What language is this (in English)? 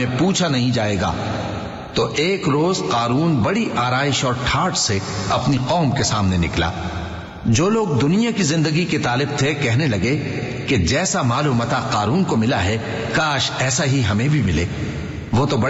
Urdu